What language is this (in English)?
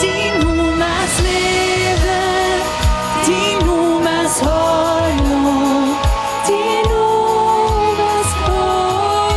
Plautdietsch